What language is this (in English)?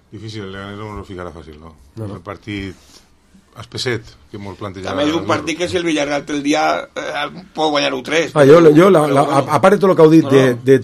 Catalan